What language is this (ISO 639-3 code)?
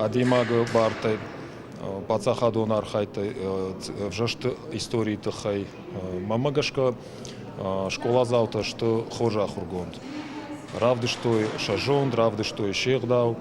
oss